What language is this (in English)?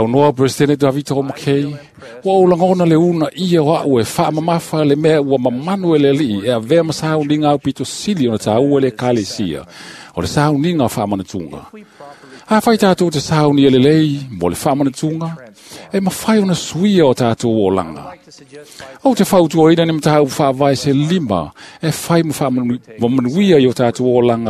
Samoan